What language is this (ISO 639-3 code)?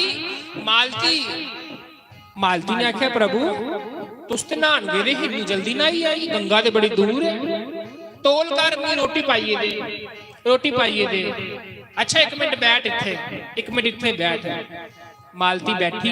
doi